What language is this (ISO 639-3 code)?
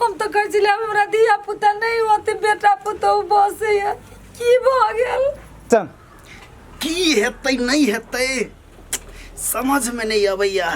mai